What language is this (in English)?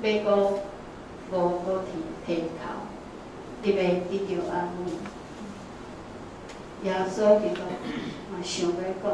Min Nan Chinese